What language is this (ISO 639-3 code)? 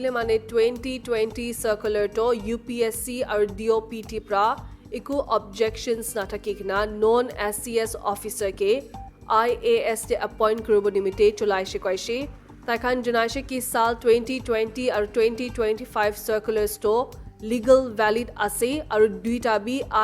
nag